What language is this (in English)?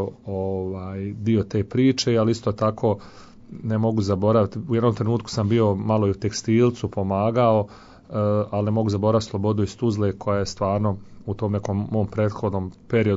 Croatian